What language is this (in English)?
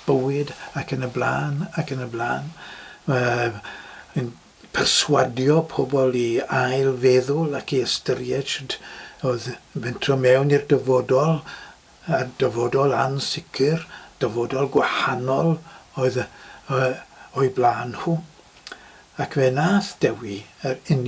Welsh